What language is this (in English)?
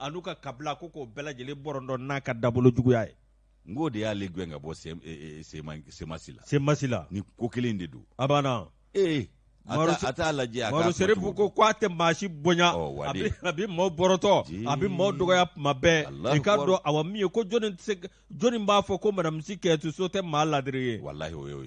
Bambara